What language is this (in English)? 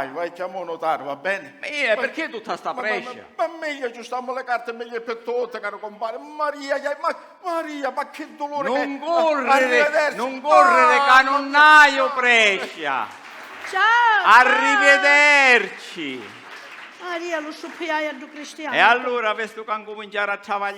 Sicilian